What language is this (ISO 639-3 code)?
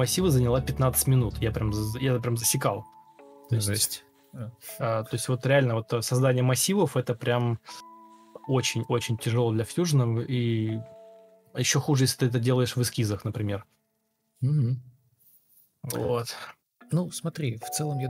rus